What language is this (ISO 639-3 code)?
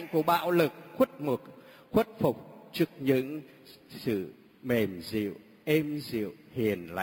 vie